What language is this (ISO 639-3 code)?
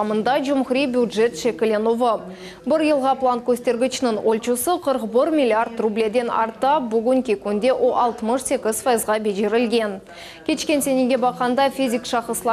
crh